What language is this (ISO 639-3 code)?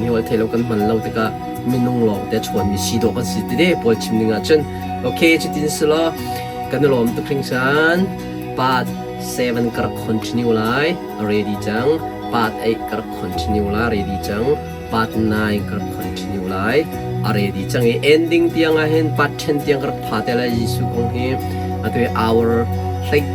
cnh